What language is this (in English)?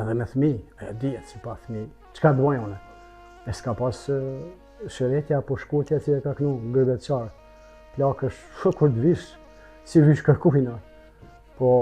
Albanian